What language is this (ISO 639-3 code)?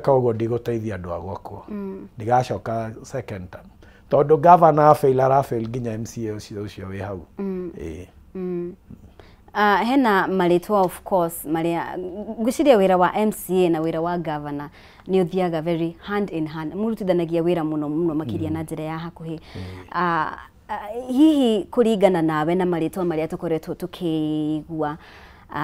kik